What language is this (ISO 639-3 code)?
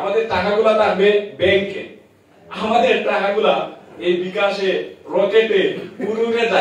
ben